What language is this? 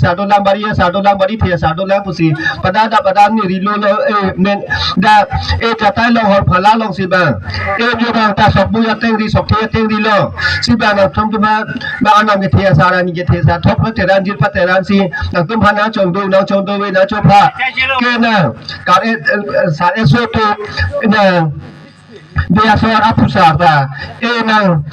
Karbi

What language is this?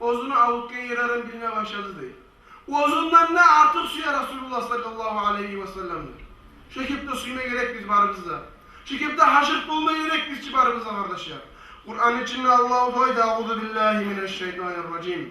Kumyk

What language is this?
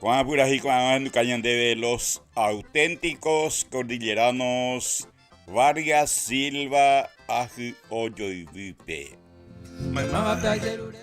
Guarani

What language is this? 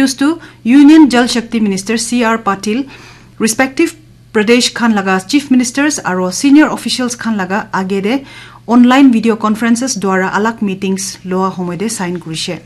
Naga Pidgin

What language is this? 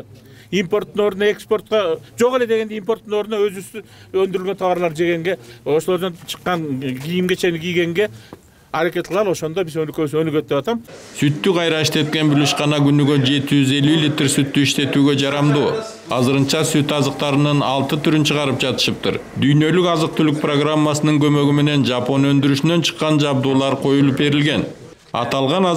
Kyrgyz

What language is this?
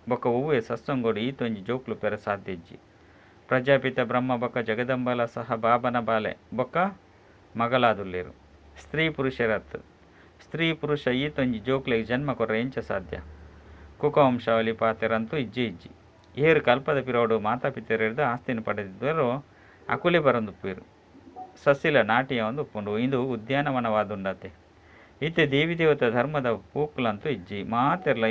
Tulu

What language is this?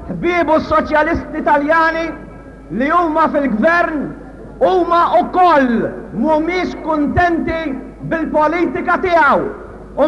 Maltese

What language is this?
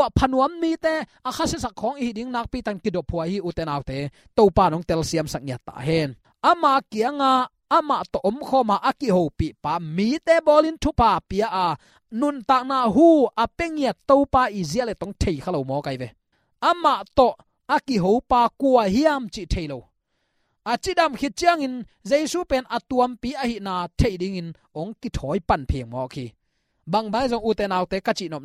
Tedim Chin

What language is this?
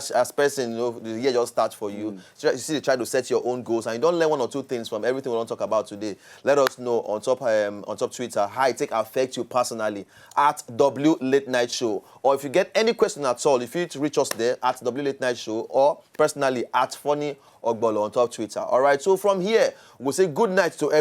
Nigerian Pidgin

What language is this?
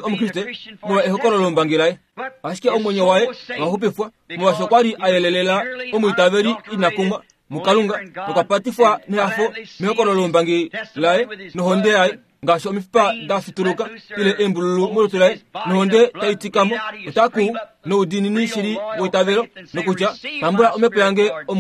Kuanyama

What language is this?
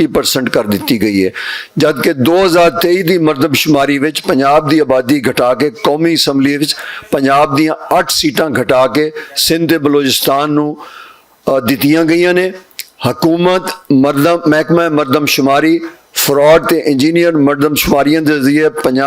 Western Panjabi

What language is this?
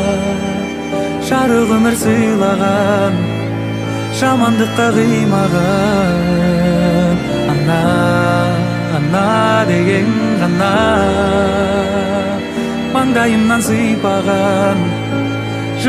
Kazakh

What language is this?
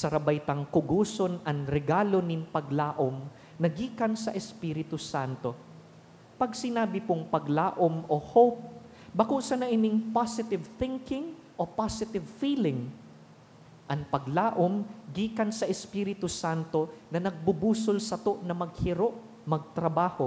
Bikol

